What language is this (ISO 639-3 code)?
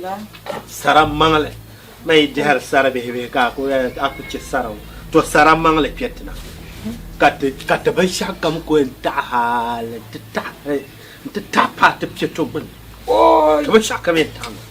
dag